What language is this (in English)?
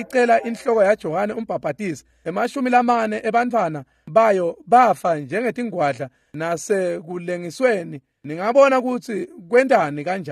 Swati